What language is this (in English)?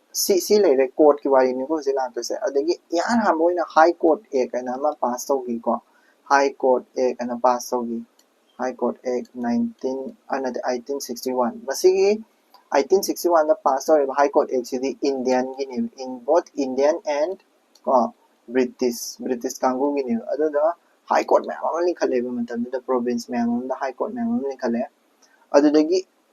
Manipuri